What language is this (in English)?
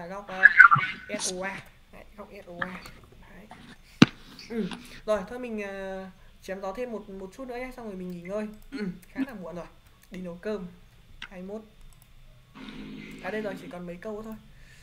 Vietnamese